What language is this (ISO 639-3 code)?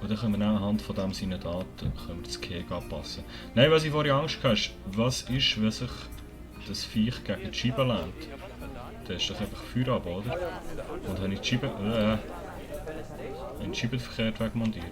gsw